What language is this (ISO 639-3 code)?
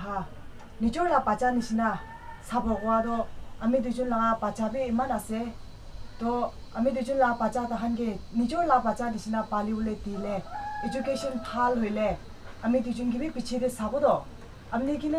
nag